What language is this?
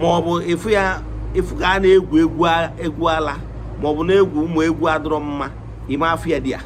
Igbo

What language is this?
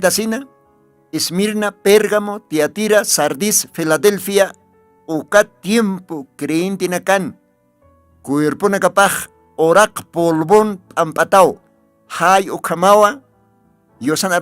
Aymara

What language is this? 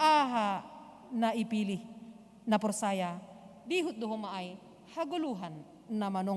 Batak Simalungun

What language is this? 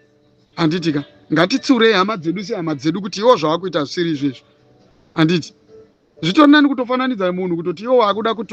Shona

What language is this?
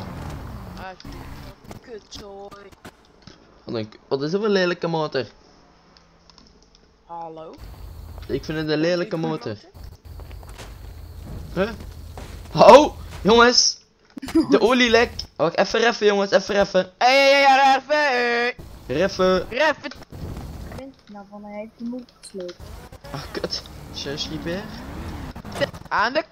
Dutch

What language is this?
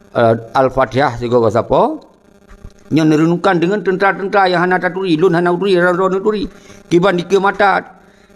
Achinese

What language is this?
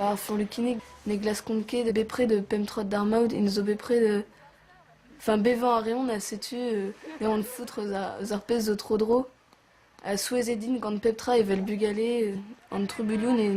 Breton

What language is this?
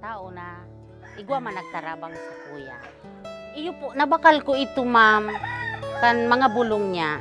Bikol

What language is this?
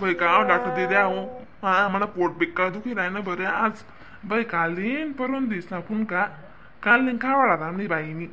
Khandesi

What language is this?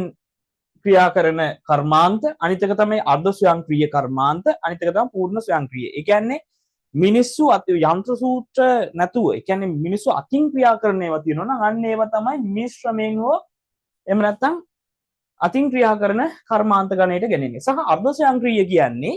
Sinhala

